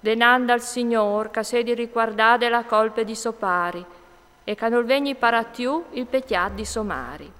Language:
Friulian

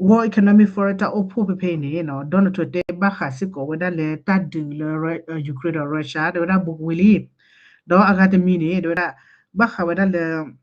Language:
S'gaw Karen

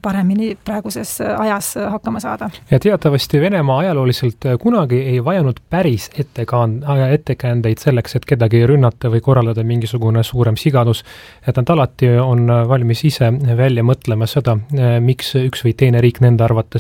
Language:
Estonian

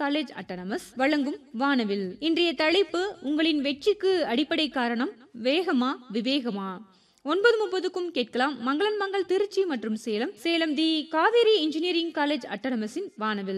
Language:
Tamil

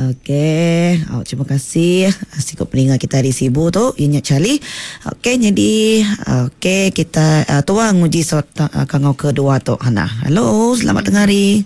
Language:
Iban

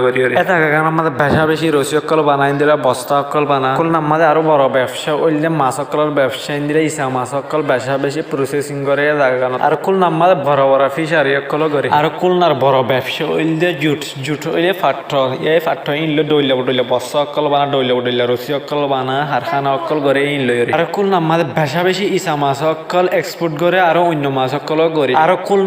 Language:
Rohingya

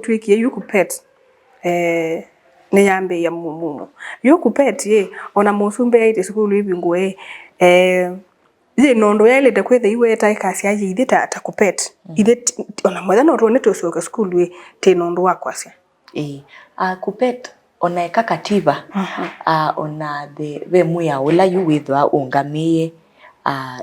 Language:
Kamba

